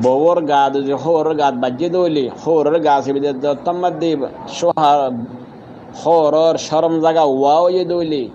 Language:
Rohingya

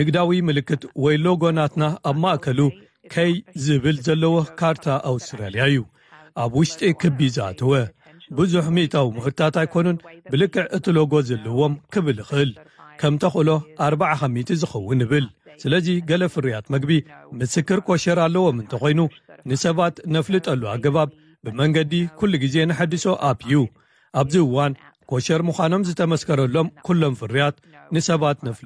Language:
Tigrinya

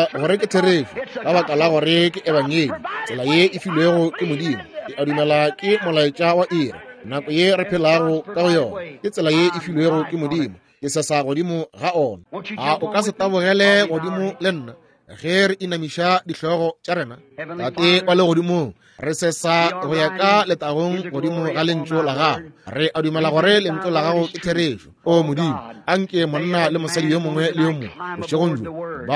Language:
Northern Sotho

